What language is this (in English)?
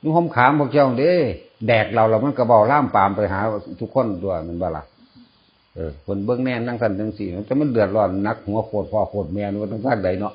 Northeastern Thai